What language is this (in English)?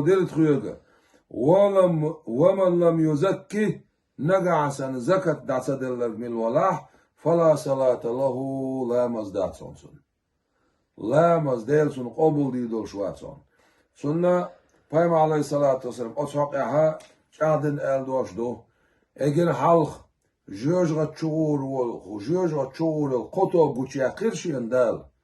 Chechen